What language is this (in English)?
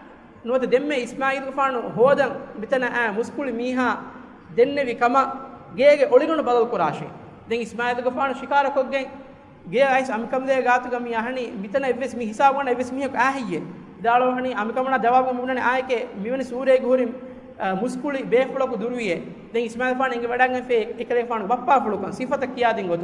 Divehi